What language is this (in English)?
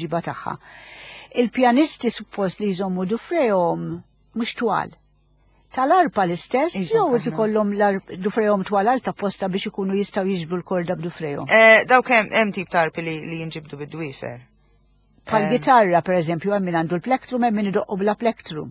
Maltese